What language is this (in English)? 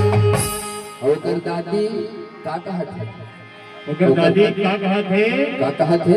Chhattisgarhi